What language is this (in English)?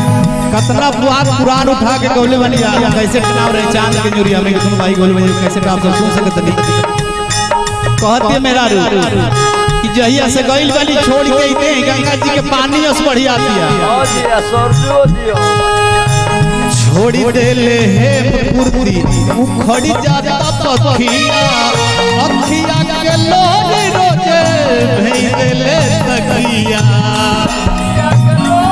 Bhojpuri